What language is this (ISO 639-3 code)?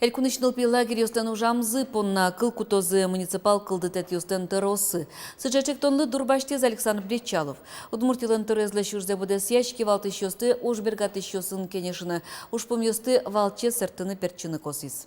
udm